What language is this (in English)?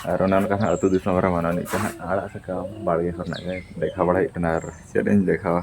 Santali